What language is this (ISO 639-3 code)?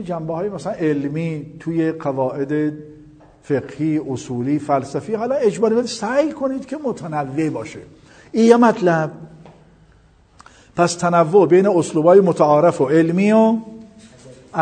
fas